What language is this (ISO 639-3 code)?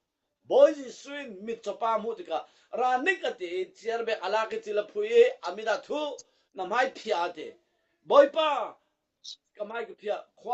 cfm